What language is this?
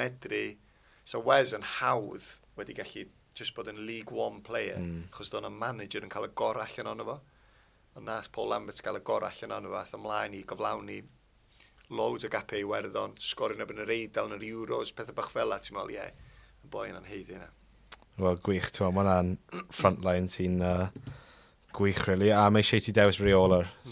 Welsh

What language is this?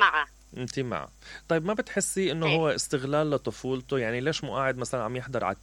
Mesopotamian Arabic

